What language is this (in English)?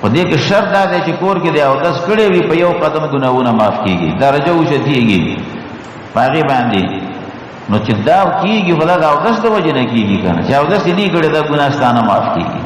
Pashto